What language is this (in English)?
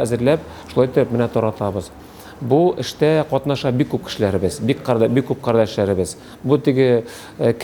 Tatar